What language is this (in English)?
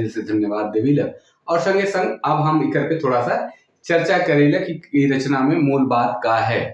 Sadri